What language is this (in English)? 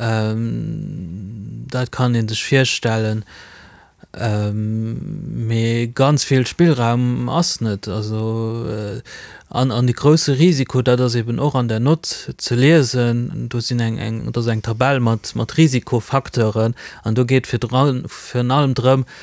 Luxembourgish